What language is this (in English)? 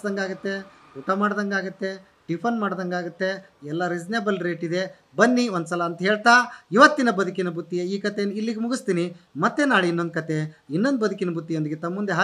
Kannada